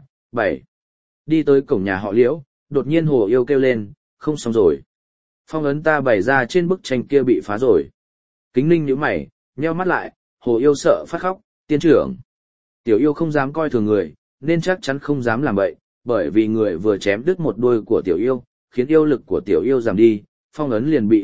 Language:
Vietnamese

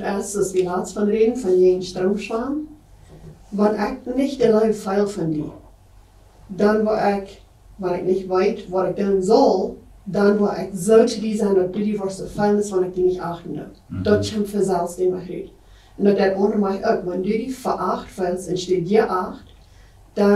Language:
Plautdietsch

